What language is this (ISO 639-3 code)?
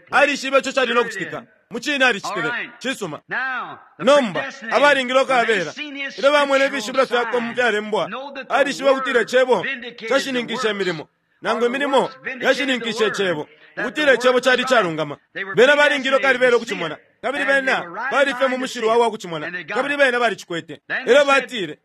bem